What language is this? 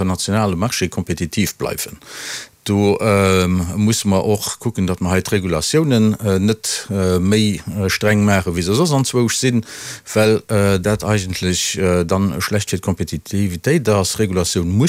Luxembourgish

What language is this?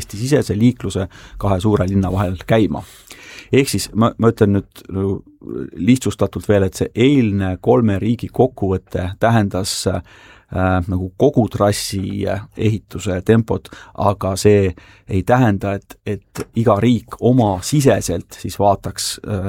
Estonian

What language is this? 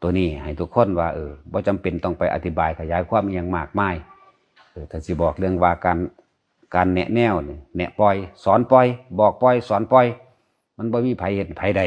Northeastern Thai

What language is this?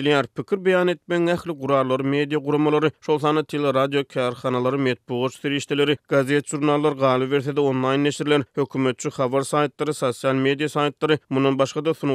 Turkmen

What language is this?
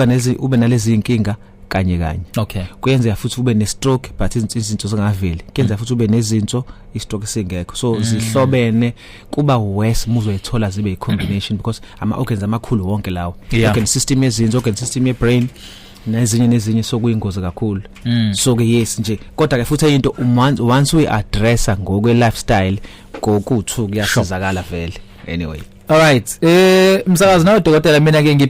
Zulu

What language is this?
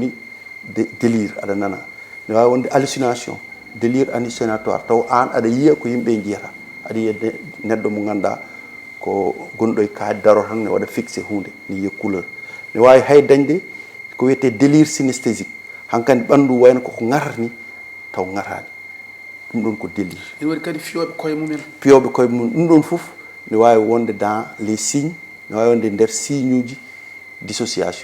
Fula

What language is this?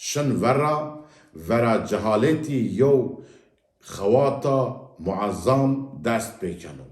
Zaza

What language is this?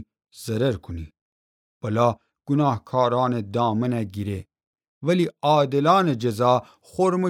Gilaki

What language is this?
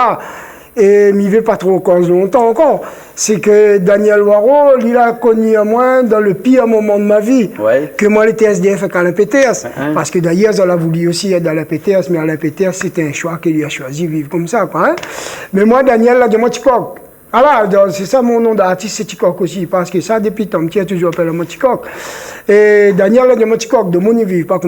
Réunion Creole French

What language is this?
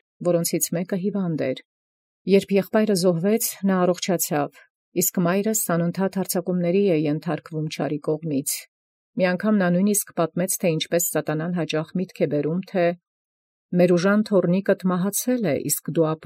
Armenian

